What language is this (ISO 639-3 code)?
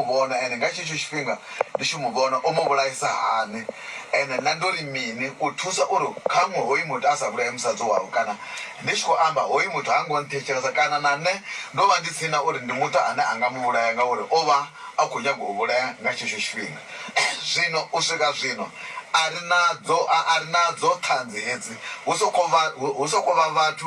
ven